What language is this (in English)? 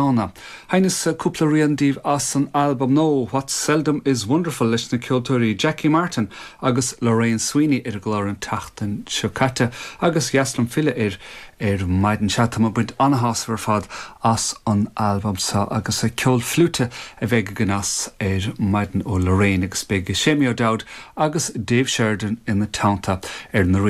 Irish